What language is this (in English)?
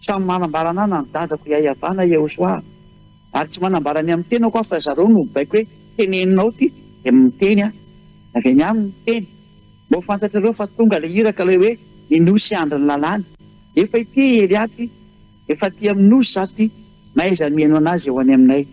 Malagasy